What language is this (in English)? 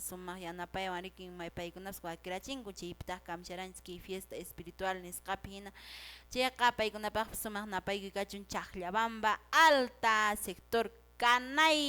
Quechua